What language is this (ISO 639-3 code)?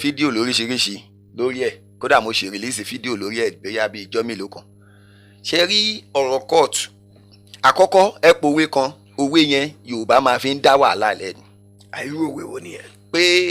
yor